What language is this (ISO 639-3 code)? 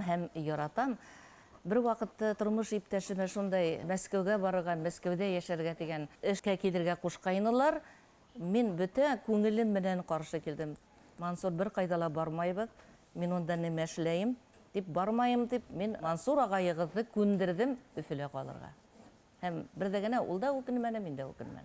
bak